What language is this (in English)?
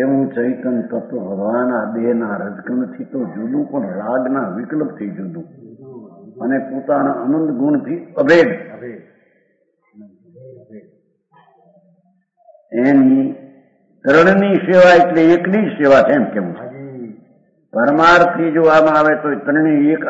Gujarati